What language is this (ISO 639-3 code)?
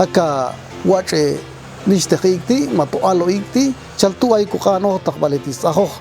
jac